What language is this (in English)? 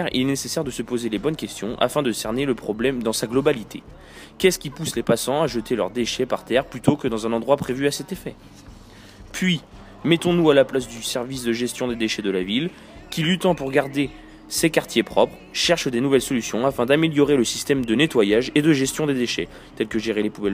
French